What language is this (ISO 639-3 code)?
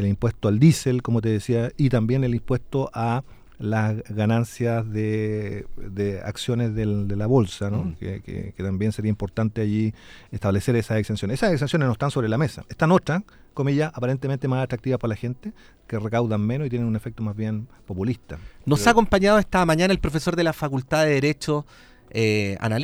spa